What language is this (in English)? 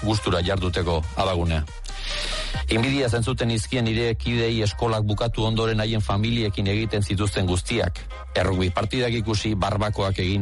Basque